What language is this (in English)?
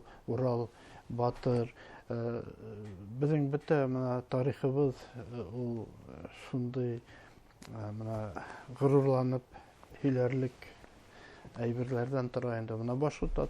Bashkir